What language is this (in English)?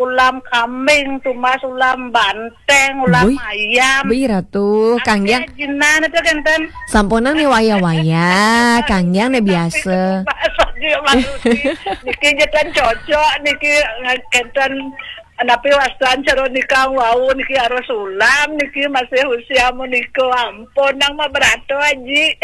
Balinese